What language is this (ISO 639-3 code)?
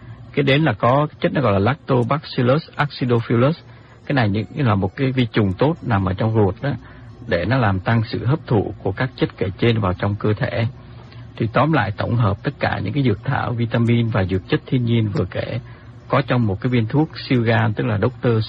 vie